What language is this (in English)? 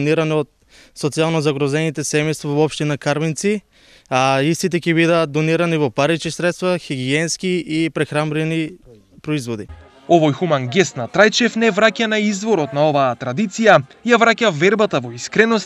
Macedonian